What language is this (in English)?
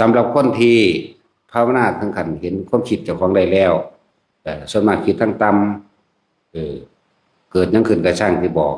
Northeastern Thai